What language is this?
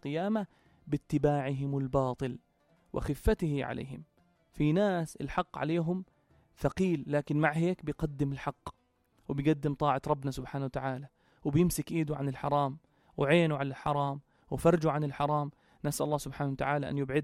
North Levantine Arabic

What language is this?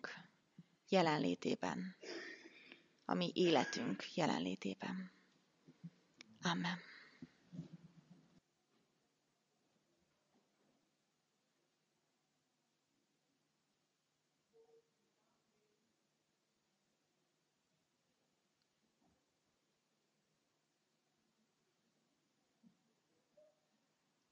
Hungarian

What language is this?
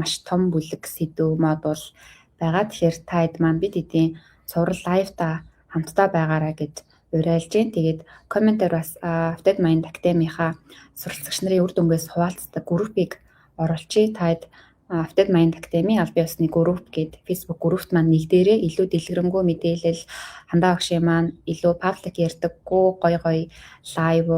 Mongolian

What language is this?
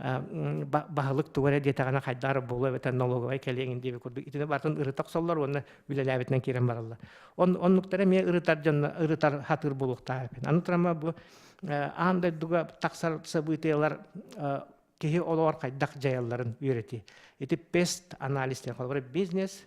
Yakut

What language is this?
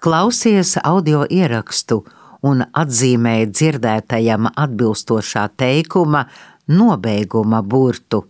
Latvian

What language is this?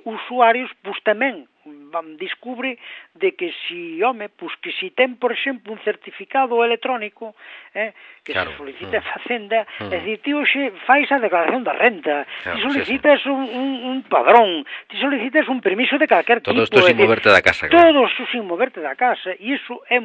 Galician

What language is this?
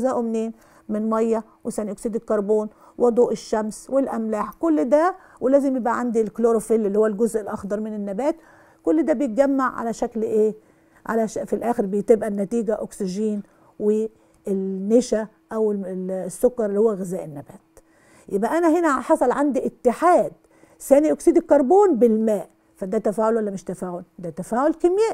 Egyptian Arabic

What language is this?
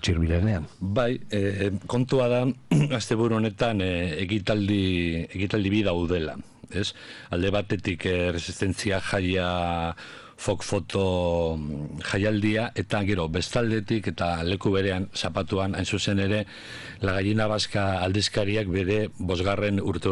Basque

